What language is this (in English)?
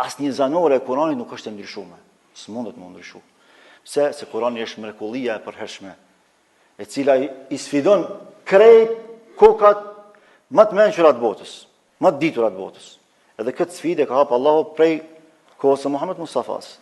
Albanian